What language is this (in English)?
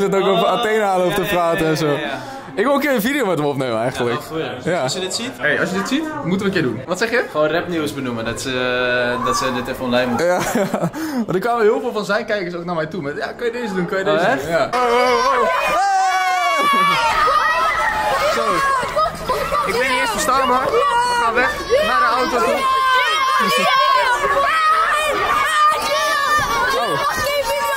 Dutch